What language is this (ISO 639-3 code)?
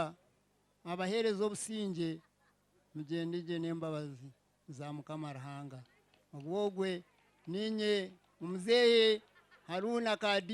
nyn